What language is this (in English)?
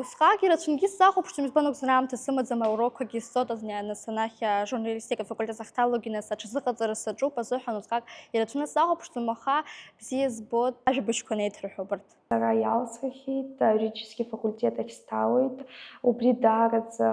Abkhazian